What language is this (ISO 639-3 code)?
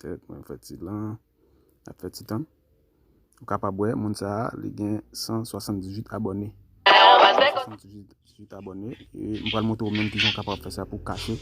hat